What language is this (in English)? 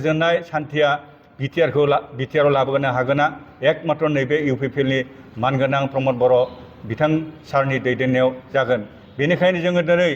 Bodo